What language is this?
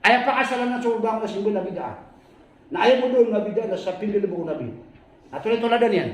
Maranao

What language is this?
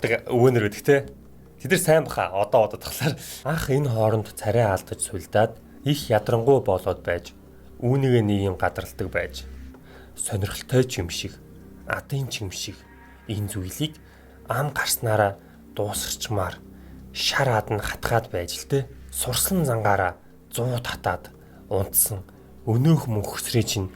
Mongolian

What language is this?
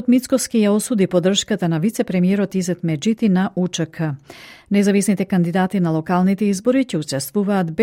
Macedonian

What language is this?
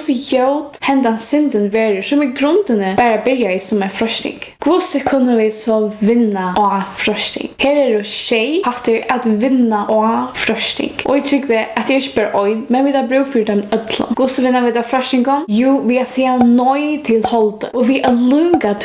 Faroese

